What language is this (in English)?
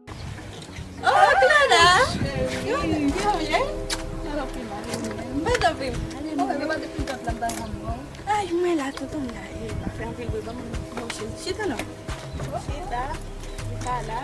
Haitian Creole